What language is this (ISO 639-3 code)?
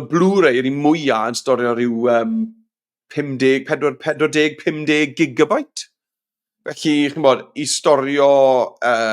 cym